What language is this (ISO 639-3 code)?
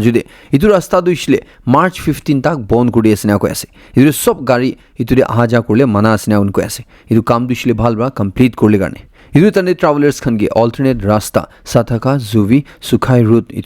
nag